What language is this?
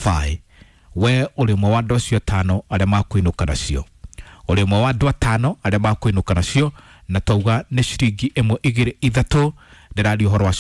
Kikuyu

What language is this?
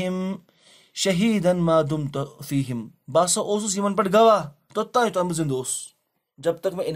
Kashmiri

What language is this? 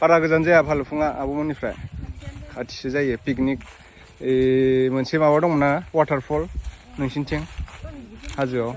Bodo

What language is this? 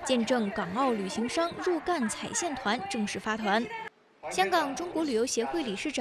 Chinese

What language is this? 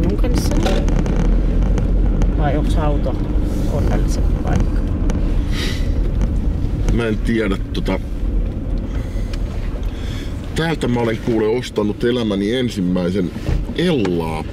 Finnish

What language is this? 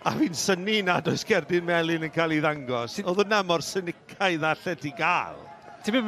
Welsh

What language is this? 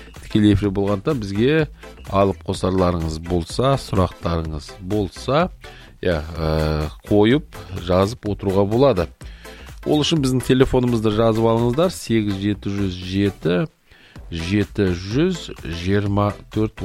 Kazakh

